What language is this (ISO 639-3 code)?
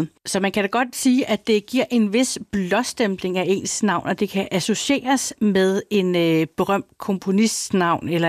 dan